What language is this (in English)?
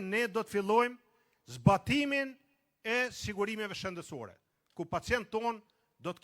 Albanian